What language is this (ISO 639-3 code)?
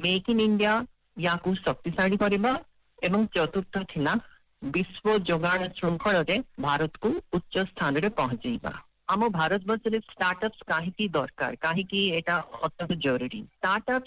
ori